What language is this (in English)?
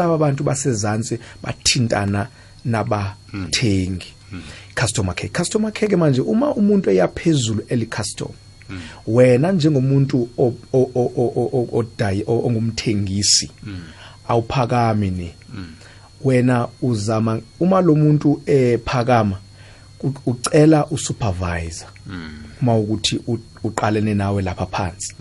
South Ndebele